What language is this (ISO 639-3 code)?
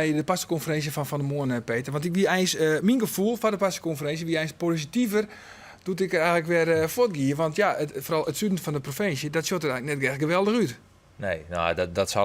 fry